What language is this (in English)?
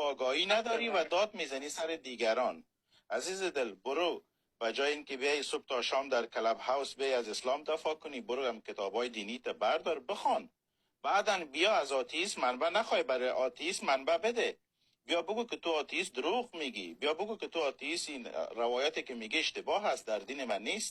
Persian